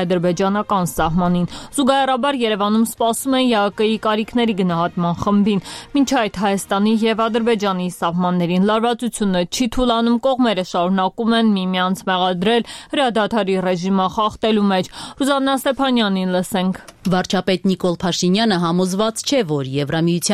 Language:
Armenian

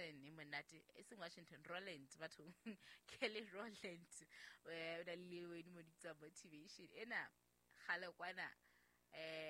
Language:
Southern Sotho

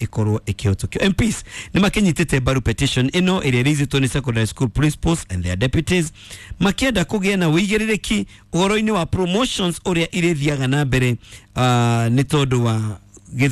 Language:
Kikuyu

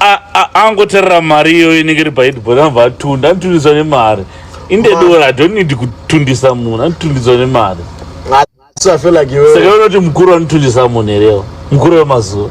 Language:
Shona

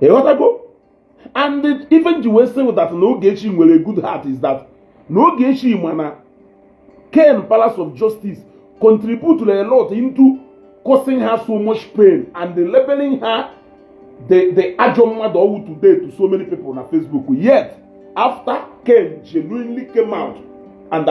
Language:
Igbo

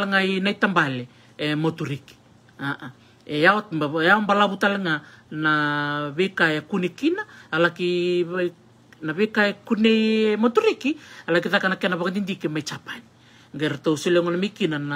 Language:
Fijian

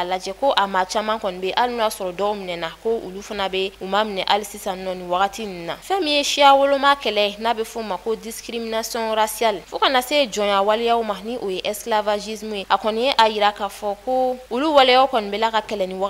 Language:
Bambara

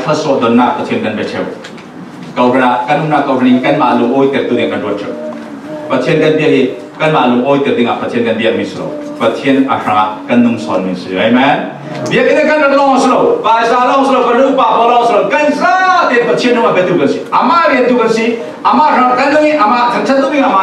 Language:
Falam Chin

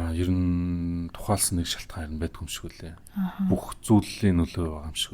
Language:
Mongolian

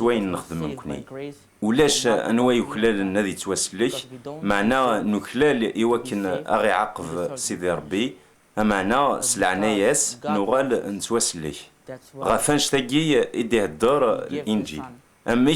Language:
Kabyle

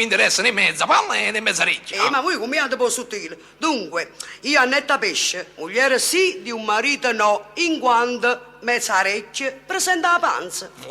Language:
Neapolitan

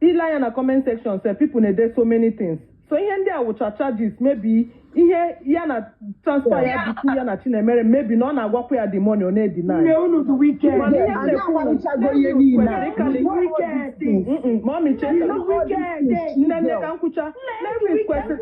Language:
Igbo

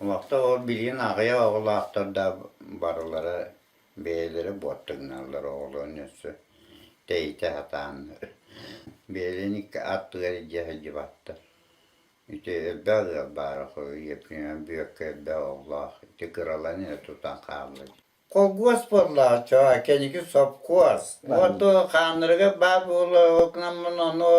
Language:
Yakut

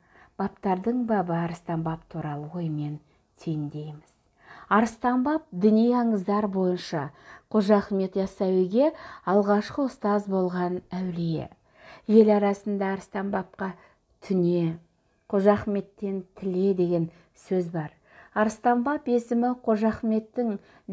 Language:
Kazakh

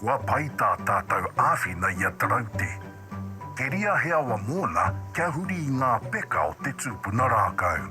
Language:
Māori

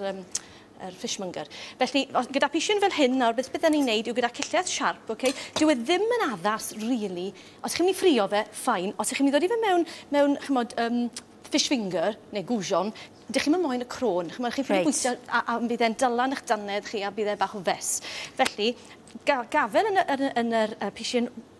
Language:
Welsh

